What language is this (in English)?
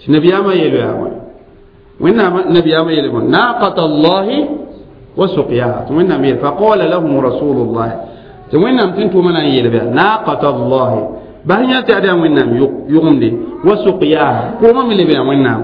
Mossi